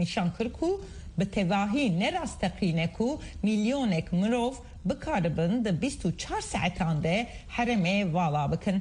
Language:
Kurdish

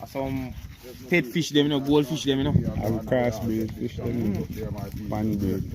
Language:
Jamaican Creole English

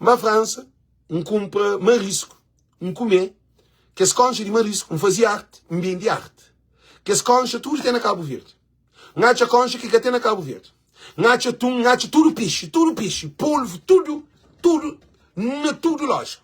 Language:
Kabuverdianu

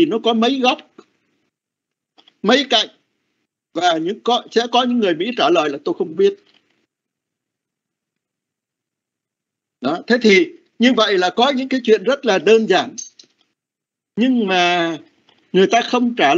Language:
Vietnamese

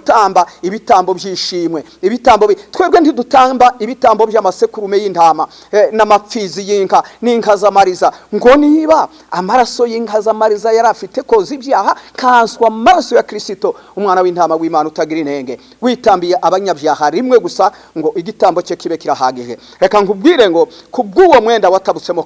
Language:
Kinyarwanda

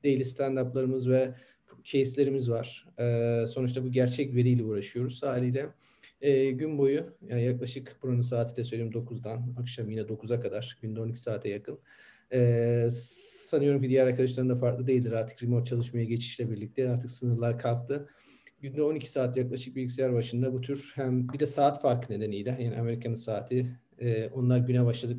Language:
Turkish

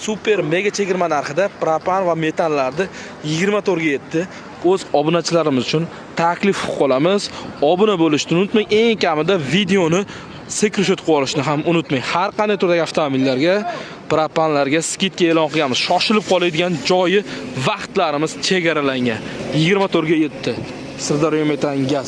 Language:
Uzbek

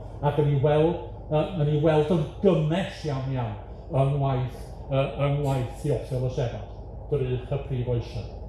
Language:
Welsh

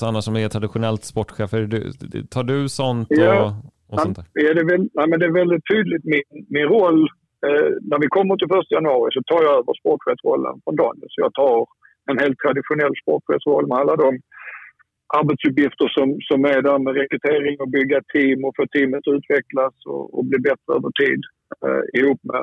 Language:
Swedish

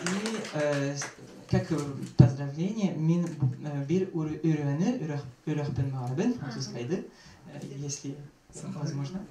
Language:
Yakut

